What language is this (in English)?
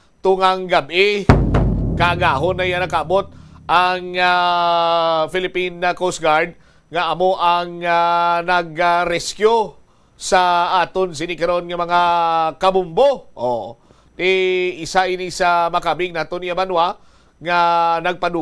Hiligaynon